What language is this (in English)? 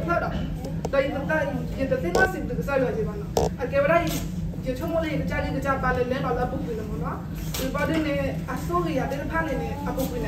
S'gaw Karen